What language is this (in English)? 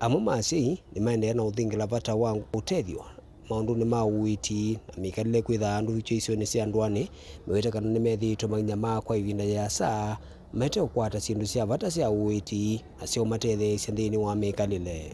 Kamba